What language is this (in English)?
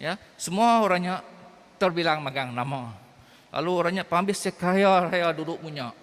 Iban